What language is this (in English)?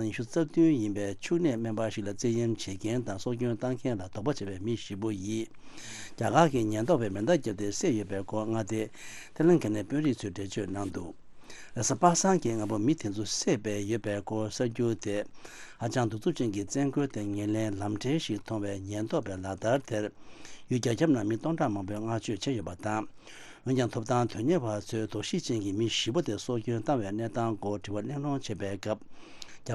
Tibetan